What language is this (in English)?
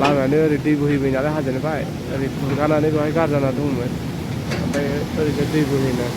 Bodo